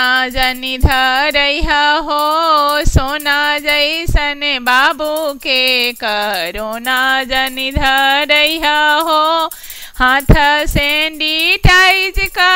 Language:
Bhojpuri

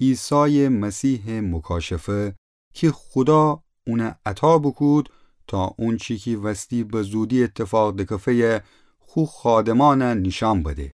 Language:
Gilaki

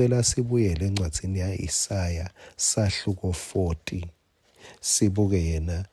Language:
Swati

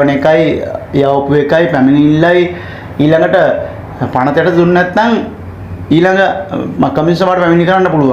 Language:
Sinhala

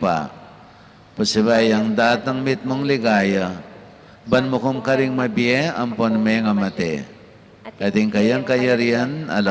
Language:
Pampanga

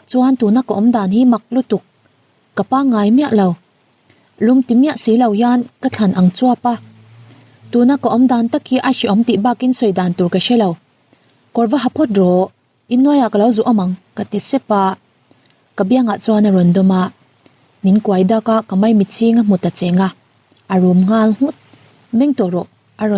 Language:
Mizo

